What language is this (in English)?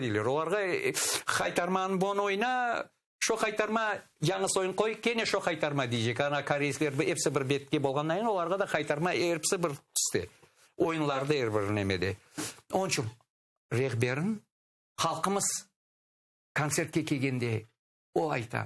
Crimean Tatar